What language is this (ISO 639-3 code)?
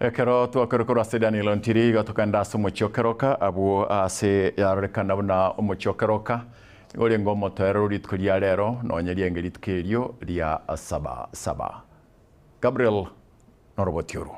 guz